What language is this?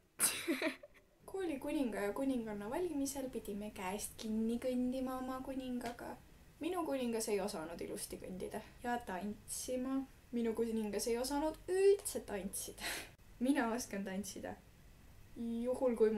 Estonian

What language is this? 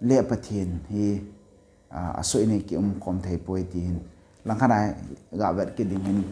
Thado Chin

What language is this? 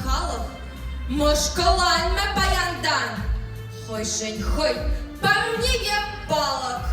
Chuvash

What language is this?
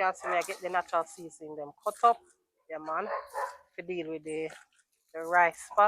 Jamaican Creole English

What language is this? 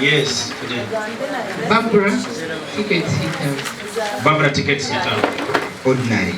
Nyankole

